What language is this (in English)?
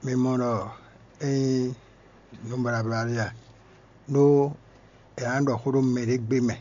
Fon